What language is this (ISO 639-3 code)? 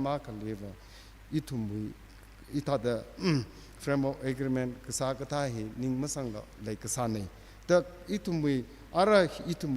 nmf